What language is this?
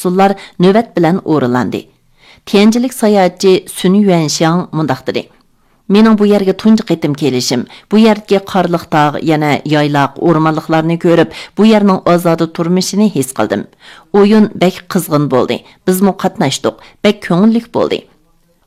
Uyghur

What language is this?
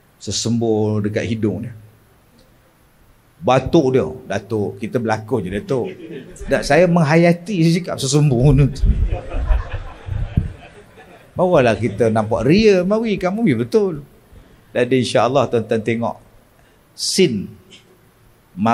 Malay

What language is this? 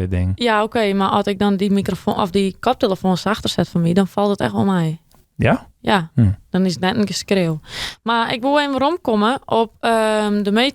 Western Frisian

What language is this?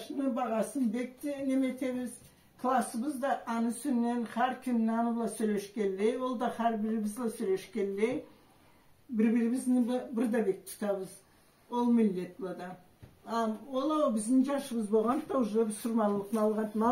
Karachay-Balkar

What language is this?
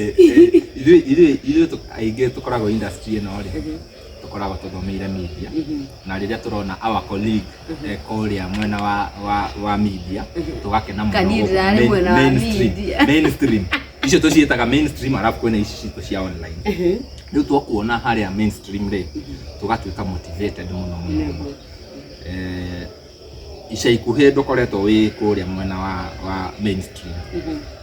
Kikuyu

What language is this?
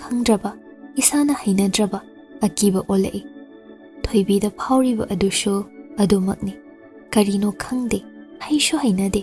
Manipuri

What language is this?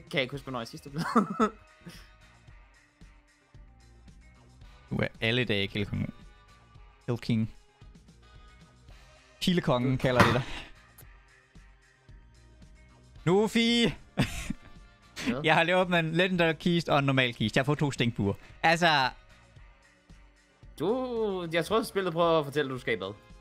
Danish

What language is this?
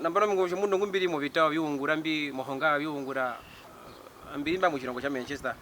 Herero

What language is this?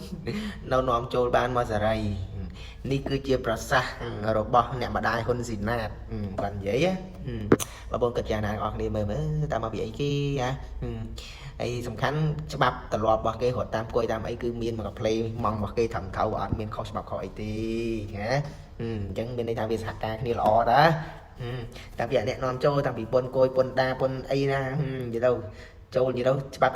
Khmer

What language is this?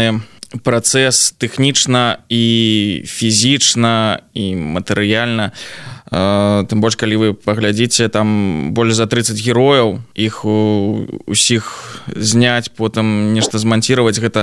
Belarusian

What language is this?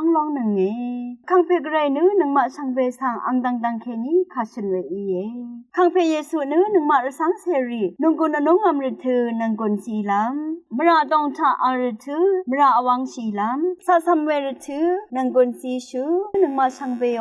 Rawang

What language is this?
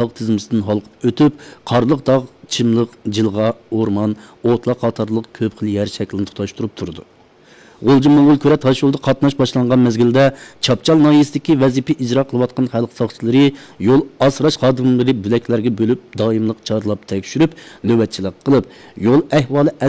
Uyghur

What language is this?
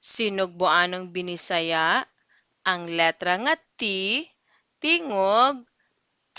Cebuano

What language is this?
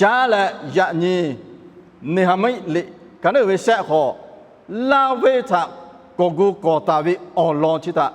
Lahu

